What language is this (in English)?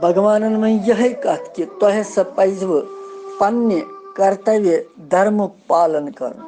Kashmiri